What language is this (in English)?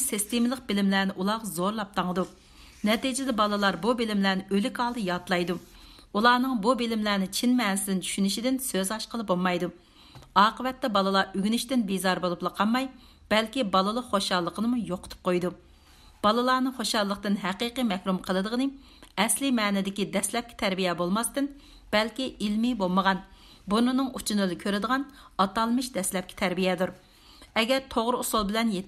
Uyghur